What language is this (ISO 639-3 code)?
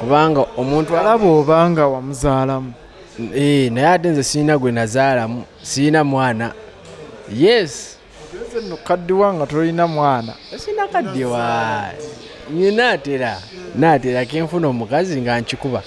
lug